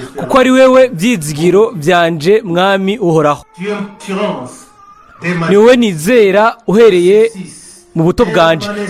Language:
Rundi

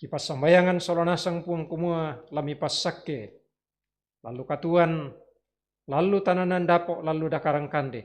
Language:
Toraja-Sa'dan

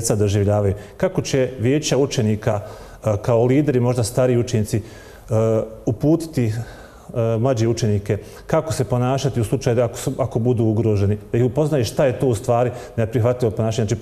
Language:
Bosnian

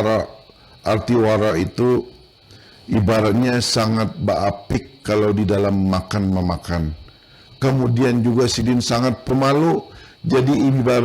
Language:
Banjar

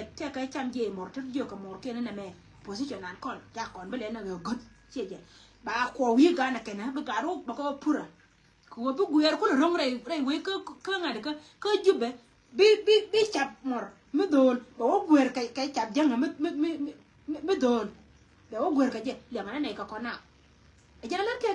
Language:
Nuer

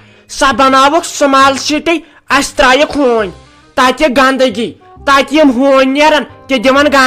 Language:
Kashmiri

